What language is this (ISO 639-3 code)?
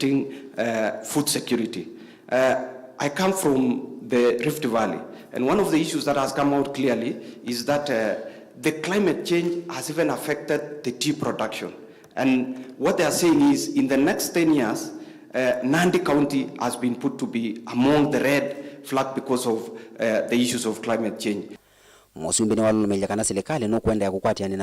kam